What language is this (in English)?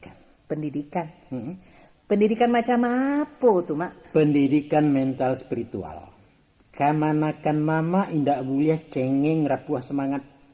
Minangkabau